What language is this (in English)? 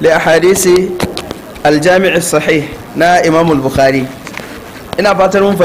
Hausa